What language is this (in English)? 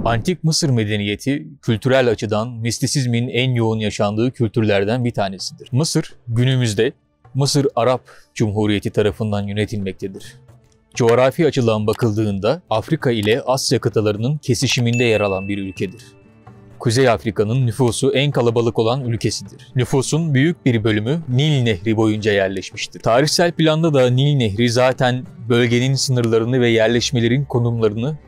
Turkish